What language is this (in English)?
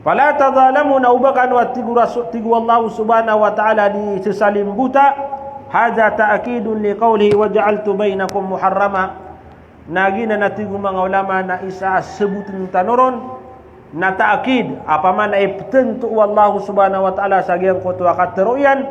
Maranao